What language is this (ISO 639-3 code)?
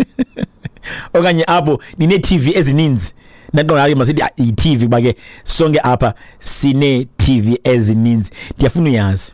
xho